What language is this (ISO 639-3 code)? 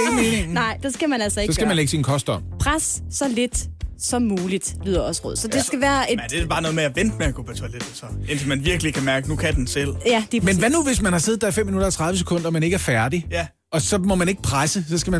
dan